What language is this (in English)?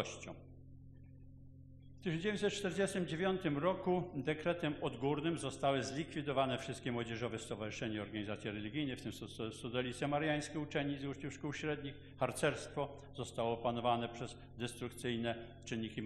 Polish